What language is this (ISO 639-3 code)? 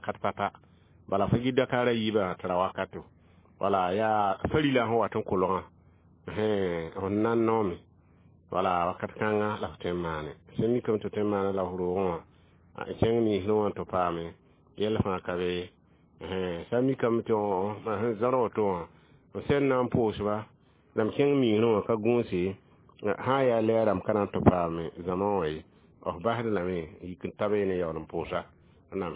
mos